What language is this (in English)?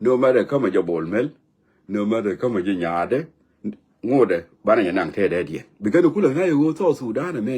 Nuer